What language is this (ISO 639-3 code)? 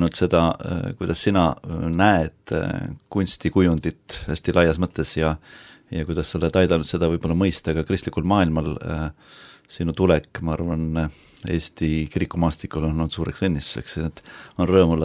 est